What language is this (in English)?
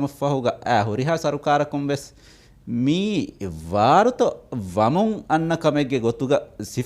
Divehi